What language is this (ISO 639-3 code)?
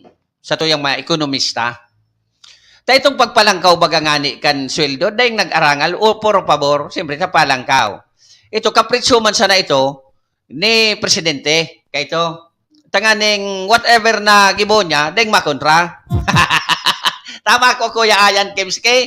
bik